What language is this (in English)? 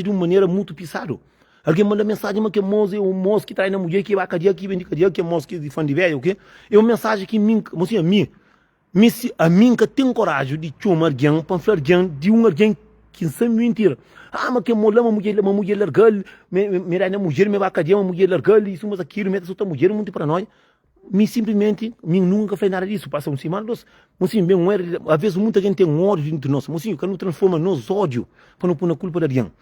Kabuverdianu